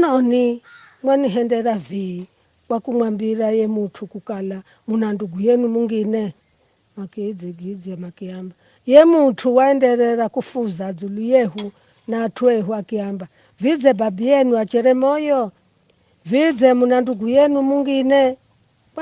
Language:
Giryama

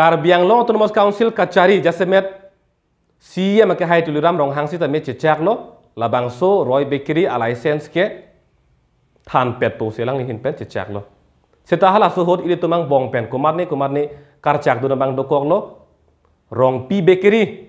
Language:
Karbi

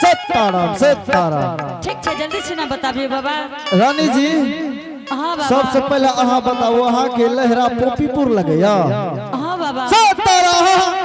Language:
Angika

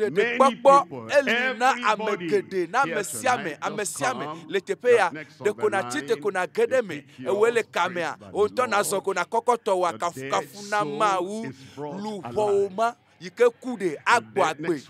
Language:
Ewe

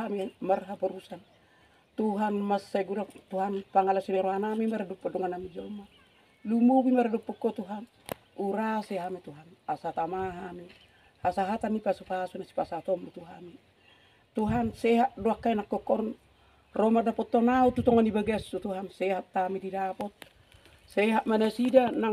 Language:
Batak Toba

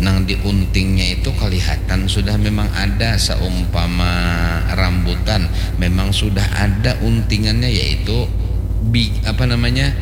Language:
Banjar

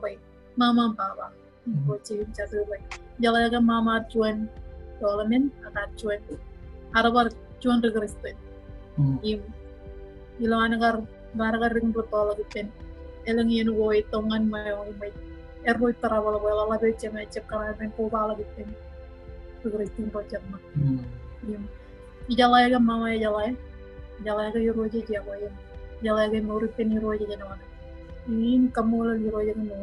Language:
Marshallese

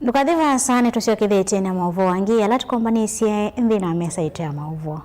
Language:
Kamba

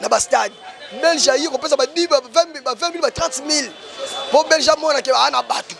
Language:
Lingala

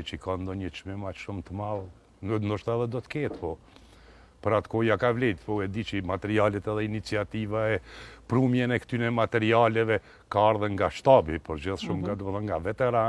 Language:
Albanian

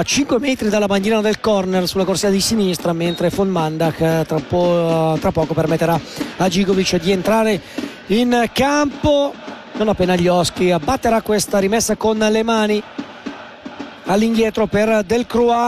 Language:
Italian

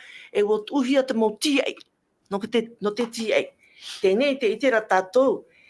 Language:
Tahitian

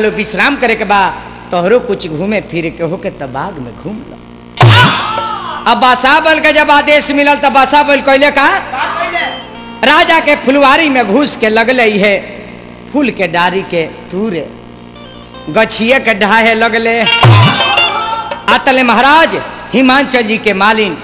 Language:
Bhojpuri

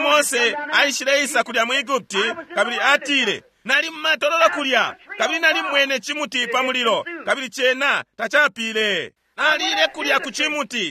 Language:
Bemba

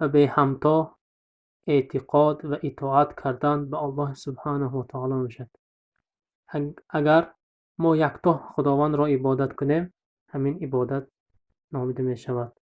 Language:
Tajik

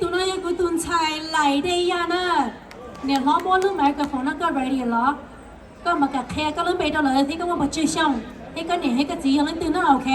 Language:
Hmong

